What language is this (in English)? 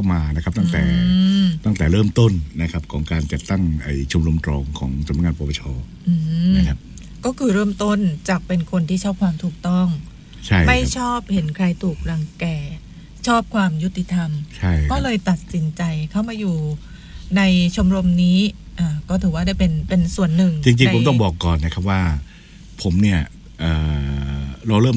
Thai